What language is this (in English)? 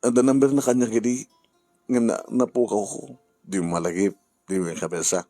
Iloko